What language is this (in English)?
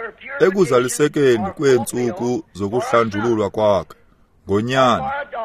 Xhosa